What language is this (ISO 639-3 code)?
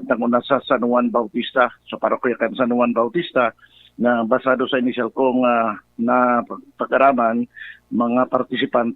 bik